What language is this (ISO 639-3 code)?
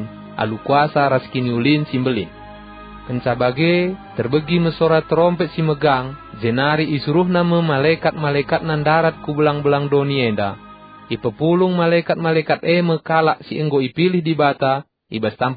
btx